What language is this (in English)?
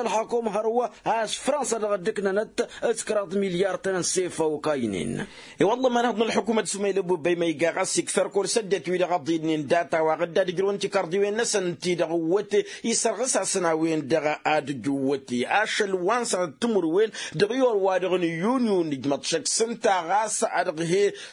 Tamasheq